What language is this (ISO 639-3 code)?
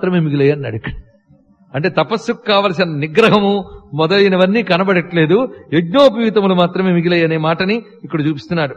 tel